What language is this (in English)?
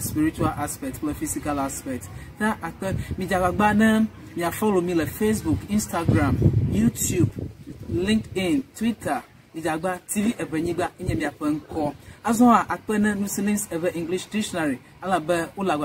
Ewe